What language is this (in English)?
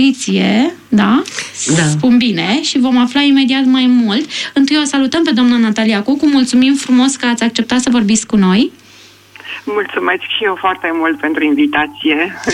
Romanian